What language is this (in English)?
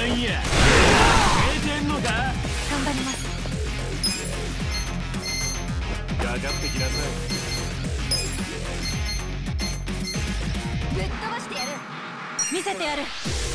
Japanese